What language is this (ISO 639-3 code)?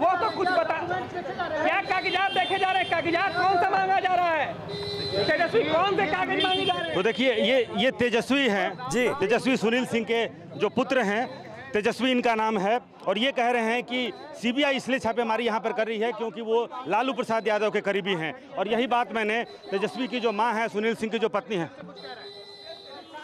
hin